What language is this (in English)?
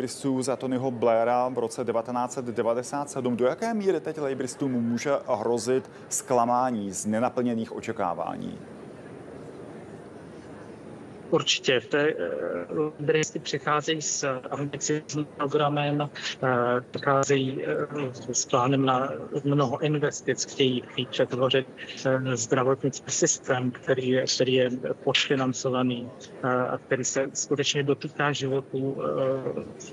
Czech